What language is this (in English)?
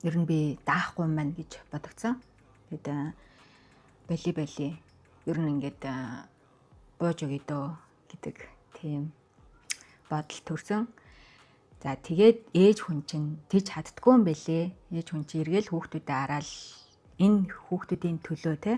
Mongolian